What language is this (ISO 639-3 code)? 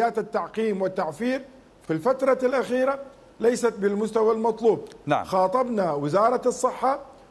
acm